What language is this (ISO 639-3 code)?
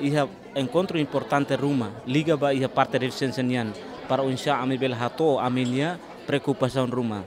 tet